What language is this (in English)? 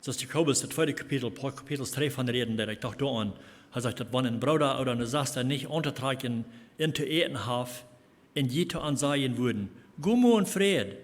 Plautdietsch